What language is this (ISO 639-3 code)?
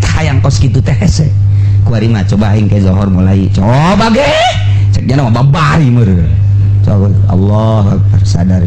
sun